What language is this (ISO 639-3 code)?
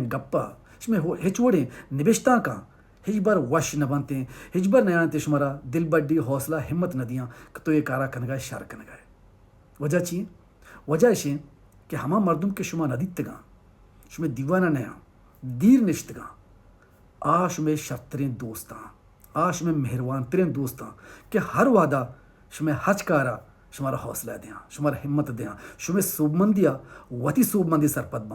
bal